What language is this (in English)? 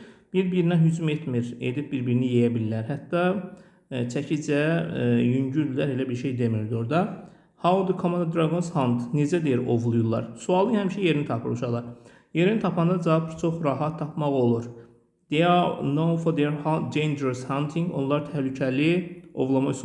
Azerbaijani